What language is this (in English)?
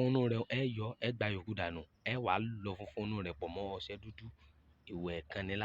Yoruba